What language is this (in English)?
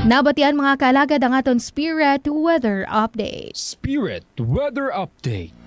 Hiligaynon